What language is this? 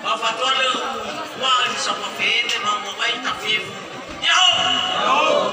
Nias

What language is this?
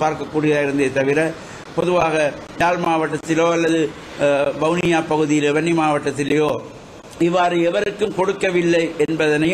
Tamil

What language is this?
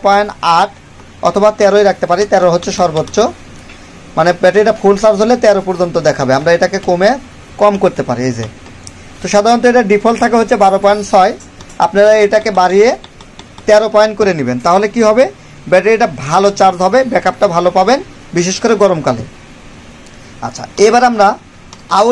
Bangla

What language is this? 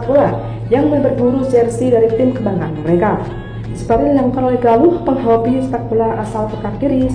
Indonesian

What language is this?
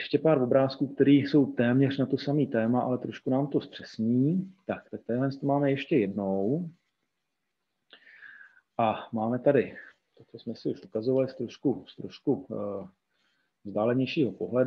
Czech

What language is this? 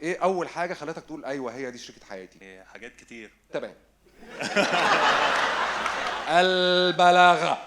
Egyptian Arabic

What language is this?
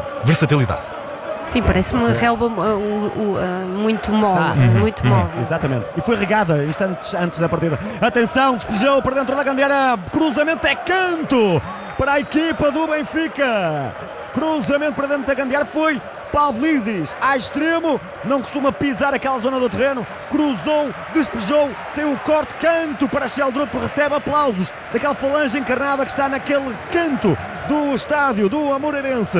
Portuguese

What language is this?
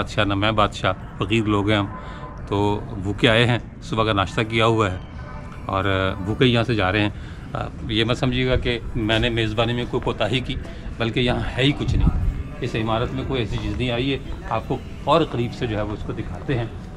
Urdu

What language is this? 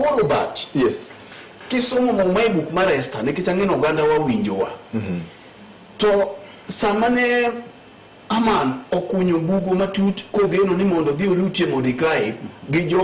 Luo (Kenya and Tanzania)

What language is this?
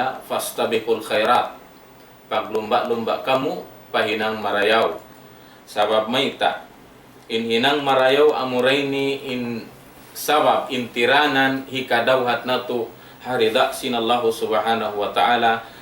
Tausug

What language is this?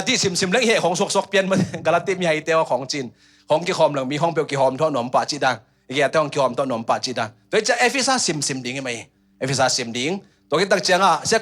Tedim Chin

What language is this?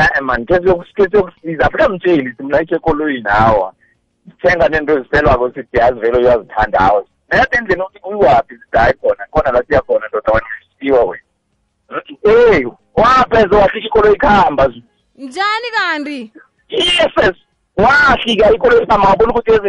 South Ndebele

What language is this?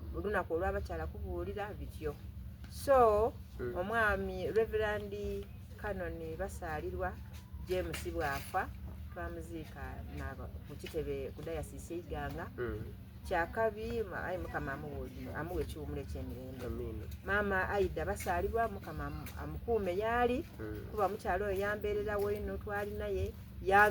Soga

